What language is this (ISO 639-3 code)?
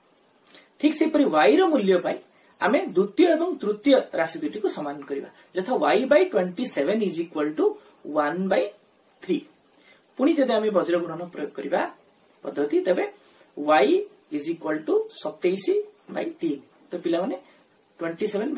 ori